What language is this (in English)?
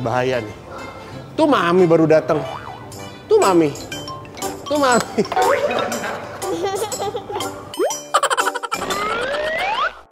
Indonesian